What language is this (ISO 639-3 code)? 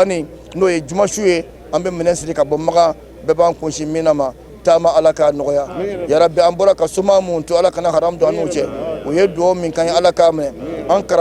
bam